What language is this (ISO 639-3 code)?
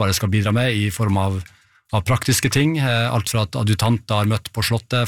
nor